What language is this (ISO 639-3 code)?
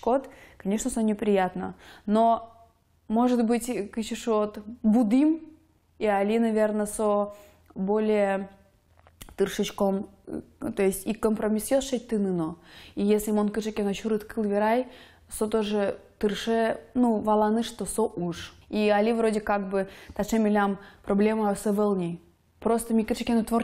udm